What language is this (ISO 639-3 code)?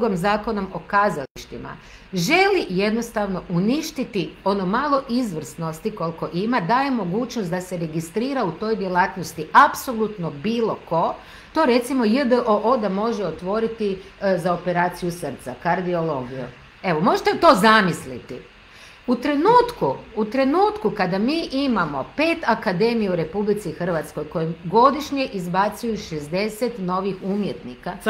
hrv